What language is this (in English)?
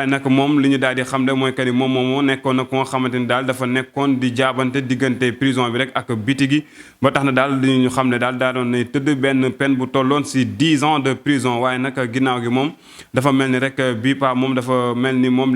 Wolof